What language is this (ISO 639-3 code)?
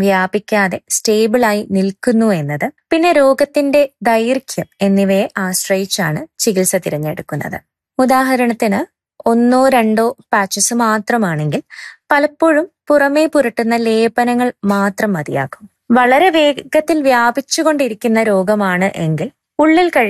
mal